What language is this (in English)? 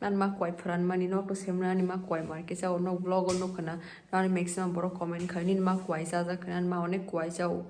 Kok Borok